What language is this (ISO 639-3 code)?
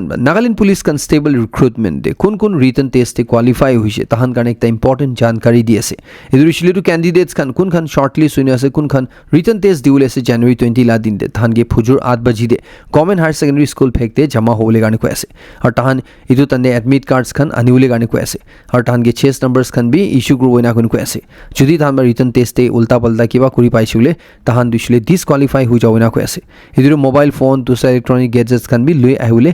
nag